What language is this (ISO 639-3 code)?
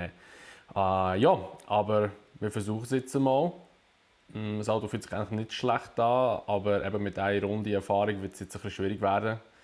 gsw